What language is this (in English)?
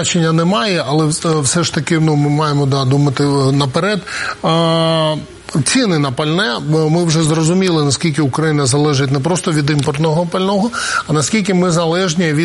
Ukrainian